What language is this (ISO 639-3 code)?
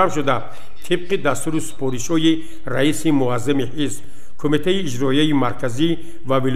tgk